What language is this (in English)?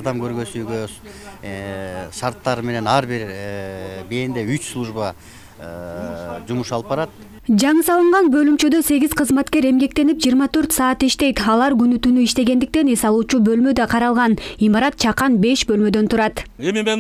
Kyrgyz